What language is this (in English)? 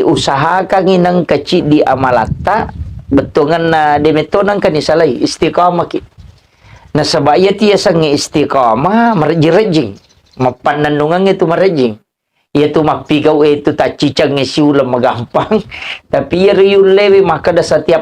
Buginese